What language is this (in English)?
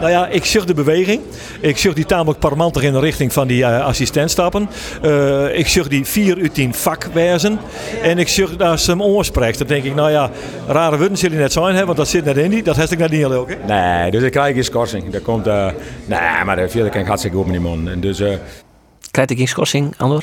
Western Frisian